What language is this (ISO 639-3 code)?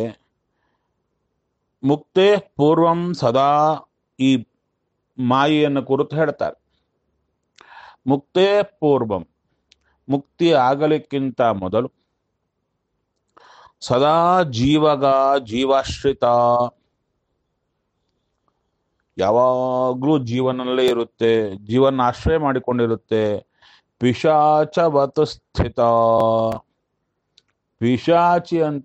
kan